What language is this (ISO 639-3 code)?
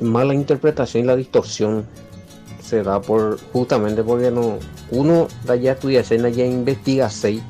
grn